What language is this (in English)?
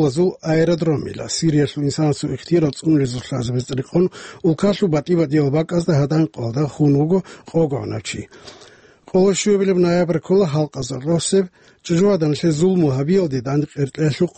Avaric